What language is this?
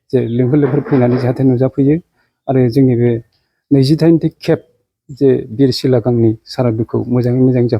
Bodo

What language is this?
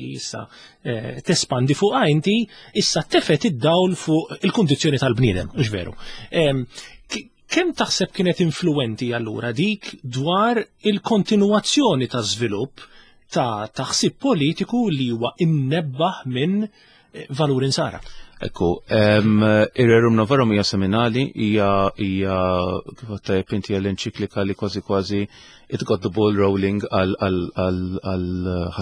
Maltese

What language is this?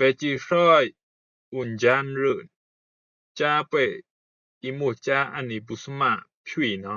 Rumai Palaung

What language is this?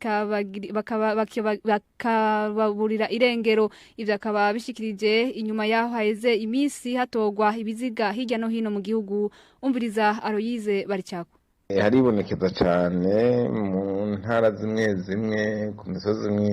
Rundi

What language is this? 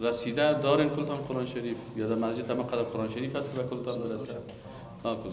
Persian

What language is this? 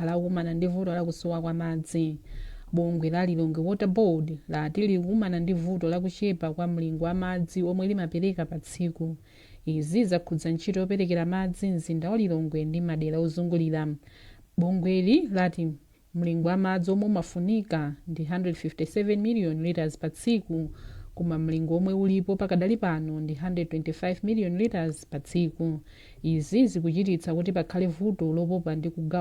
Nyanja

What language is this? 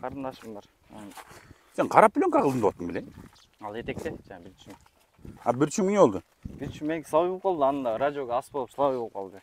Kyrgyz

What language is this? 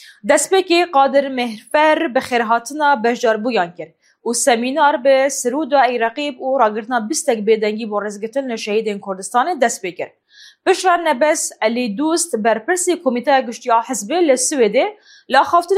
Kurdish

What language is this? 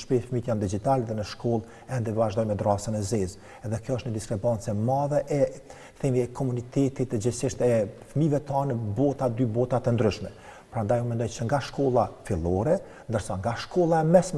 Albanian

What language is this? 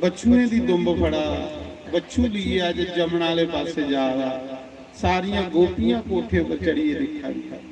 Dogri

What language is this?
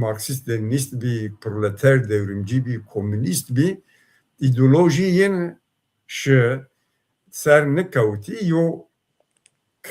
Zaza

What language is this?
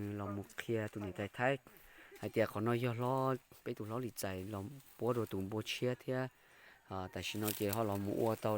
Hmong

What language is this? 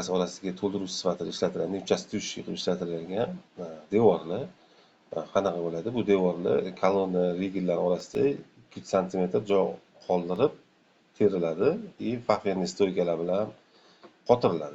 Uzbek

